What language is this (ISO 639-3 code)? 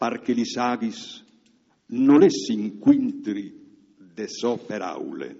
fur